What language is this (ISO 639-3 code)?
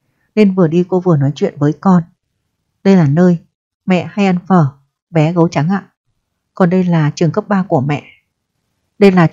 vie